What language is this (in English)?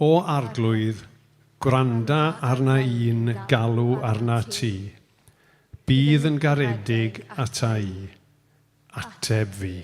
Welsh